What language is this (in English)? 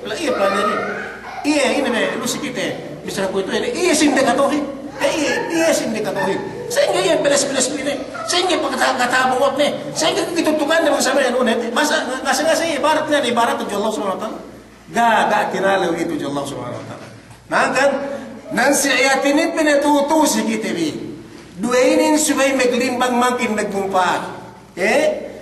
Yakan